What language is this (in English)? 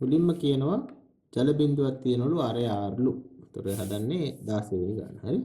Sinhala